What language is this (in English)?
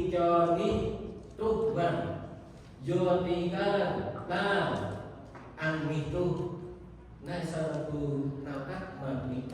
Central Mnong